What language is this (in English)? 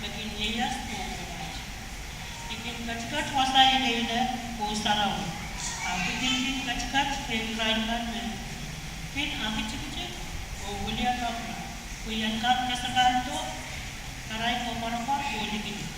Pohnpeian